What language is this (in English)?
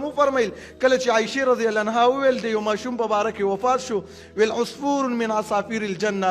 Pashto